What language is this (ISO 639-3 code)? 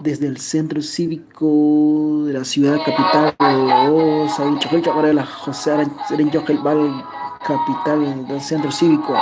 kek